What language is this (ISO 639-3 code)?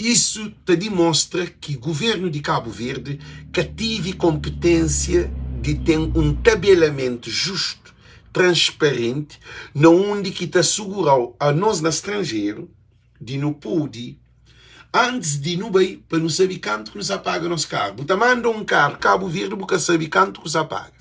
kea